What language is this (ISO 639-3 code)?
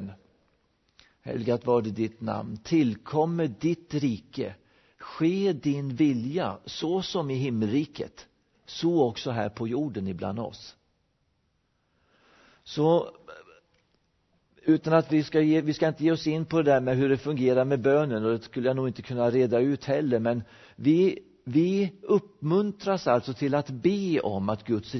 swe